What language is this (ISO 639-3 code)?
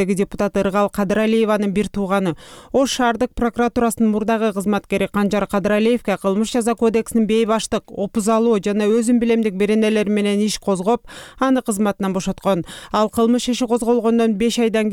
kir